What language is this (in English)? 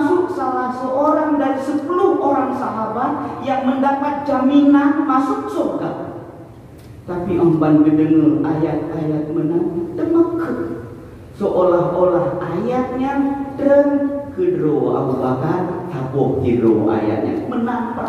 Achinese